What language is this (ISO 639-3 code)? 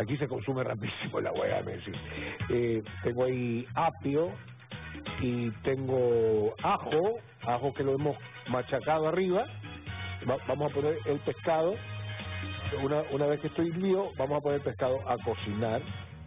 spa